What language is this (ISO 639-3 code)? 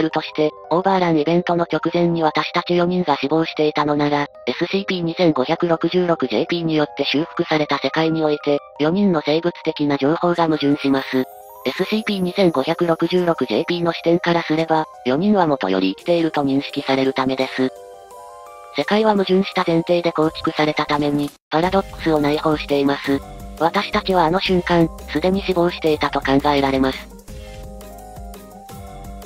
jpn